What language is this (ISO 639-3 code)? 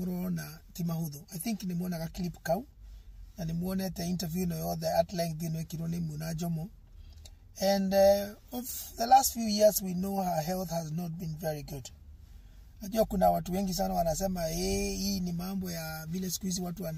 kik